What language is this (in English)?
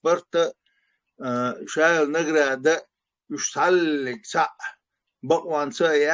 Chechen